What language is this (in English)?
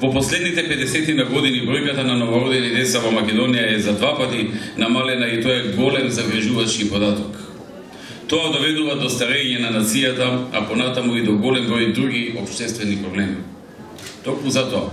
Macedonian